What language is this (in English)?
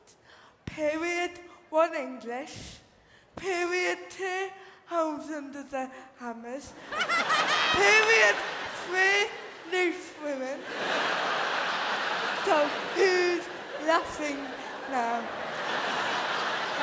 English